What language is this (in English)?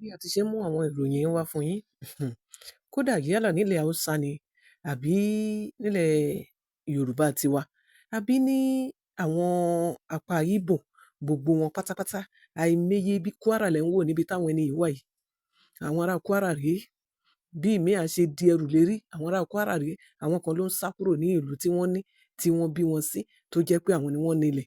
Yoruba